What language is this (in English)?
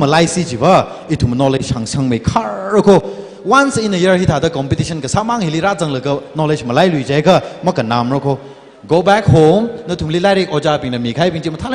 Tangkhul Naga (India)